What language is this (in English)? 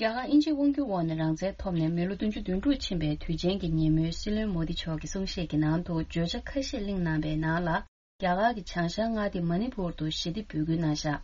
Tibetan